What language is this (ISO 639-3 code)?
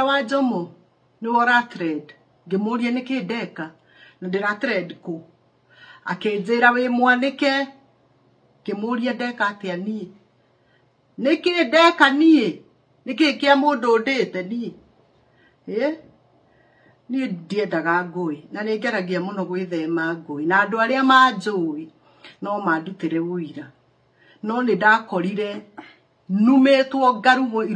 kik